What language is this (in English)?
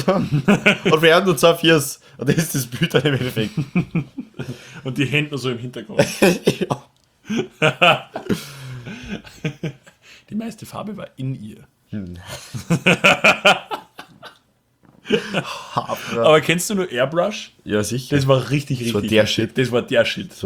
German